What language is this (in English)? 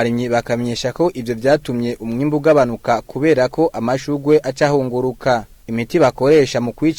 Rundi